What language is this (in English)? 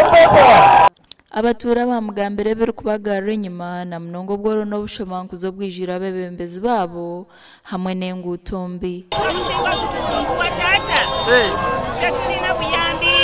Nyankole